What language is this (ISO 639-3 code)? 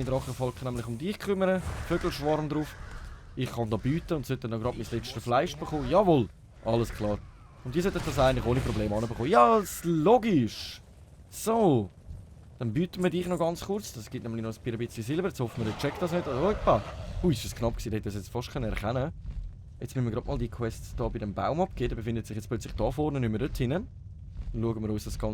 gsw